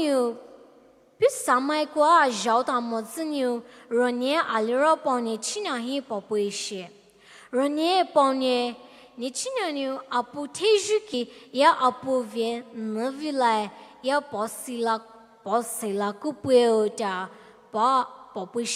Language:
Poumei Naga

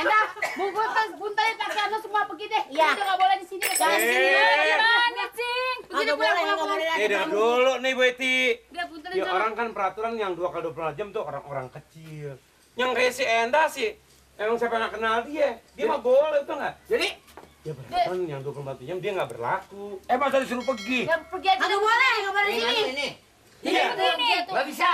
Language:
Betawi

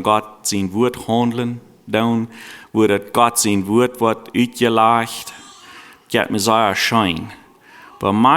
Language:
Plautdietsch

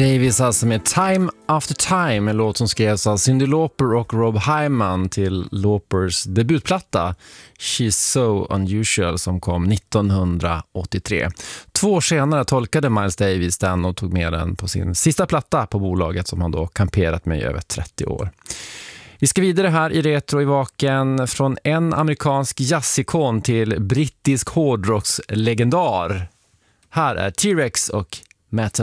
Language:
Swedish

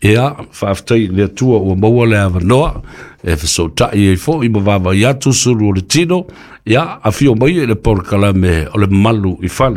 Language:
Samoan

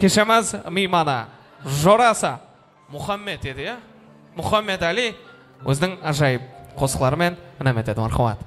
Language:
Kara-Kalpak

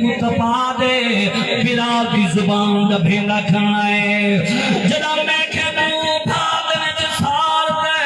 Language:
Saraiki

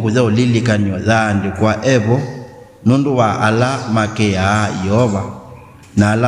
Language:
Kamba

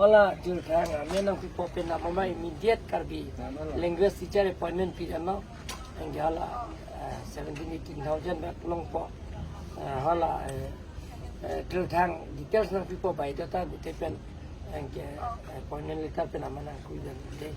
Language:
Karbi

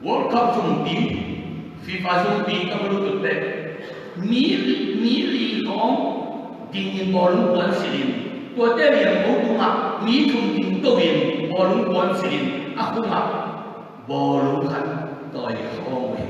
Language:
Tedim Chin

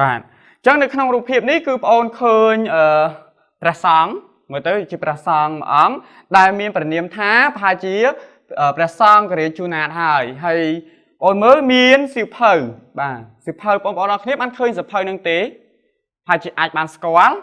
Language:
Khmer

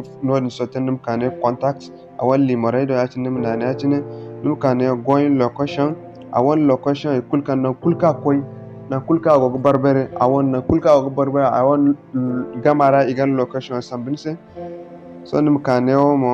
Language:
Zarma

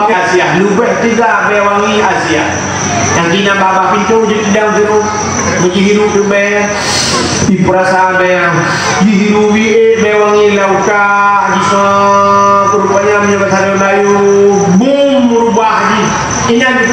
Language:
Achinese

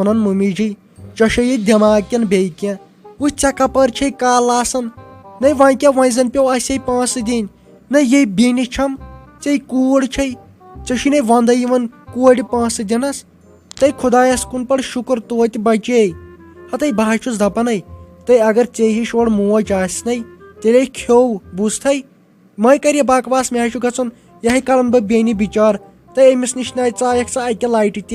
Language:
Kashmiri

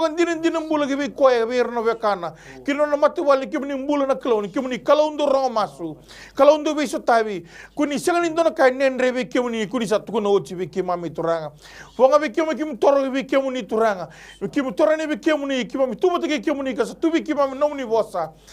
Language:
Fijian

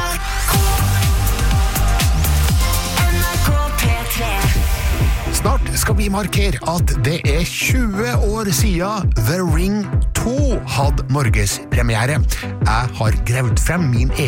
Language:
Norwegian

